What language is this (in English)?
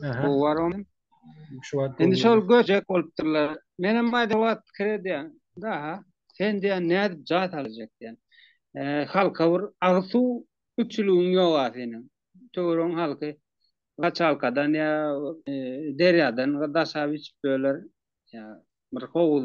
Turkmen